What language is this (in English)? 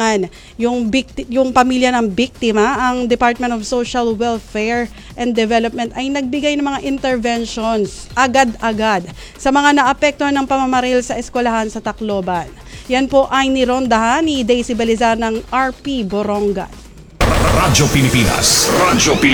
Filipino